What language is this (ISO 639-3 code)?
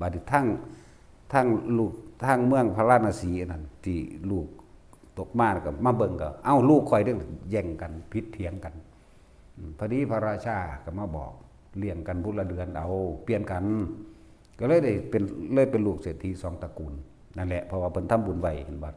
tts